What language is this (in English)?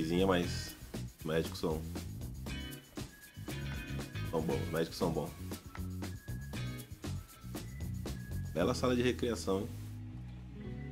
Portuguese